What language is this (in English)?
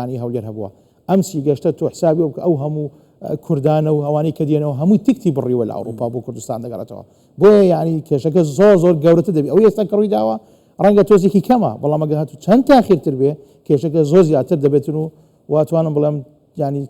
Central Kurdish